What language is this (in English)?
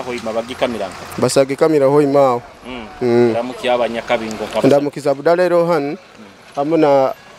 Nyoro